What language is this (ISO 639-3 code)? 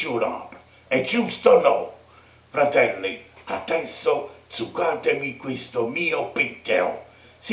nap